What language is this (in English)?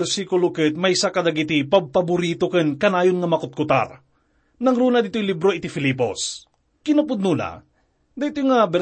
Iloko